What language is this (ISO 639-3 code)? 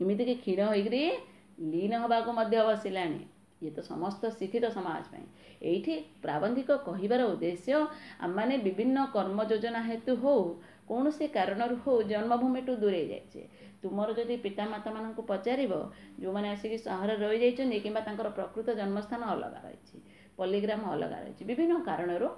ori